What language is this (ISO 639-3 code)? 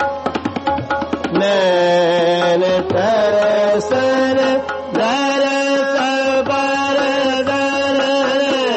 hin